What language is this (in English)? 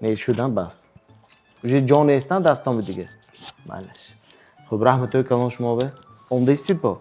Tajik